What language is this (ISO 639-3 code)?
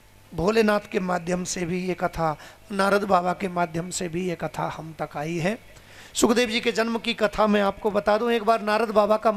hin